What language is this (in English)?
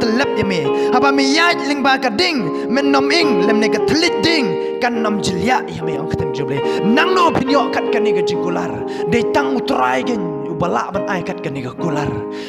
Khasi